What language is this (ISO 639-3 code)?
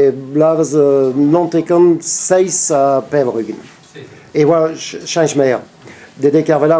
bre